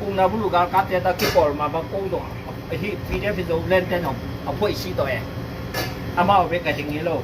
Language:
Tedim Chin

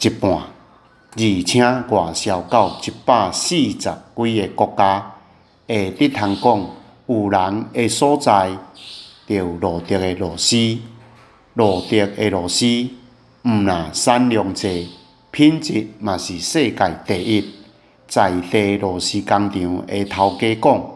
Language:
Min Nan Chinese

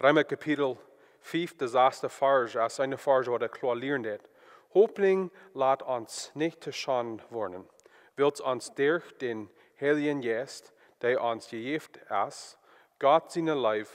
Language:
Plautdietsch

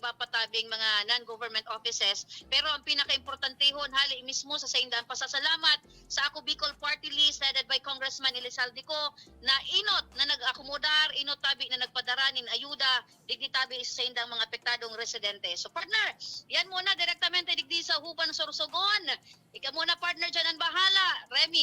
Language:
Bikol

